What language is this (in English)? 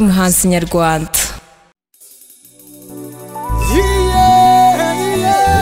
Kinyarwanda